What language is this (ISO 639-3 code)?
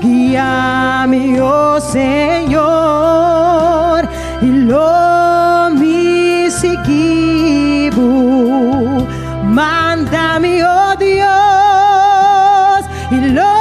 pap